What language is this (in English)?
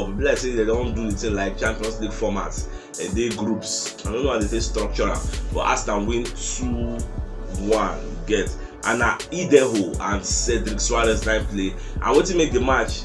Nigerian Pidgin